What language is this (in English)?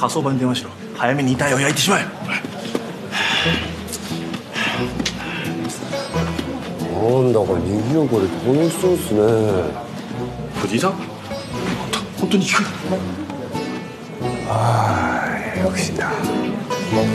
Japanese